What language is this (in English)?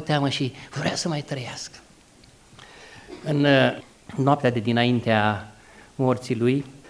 Romanian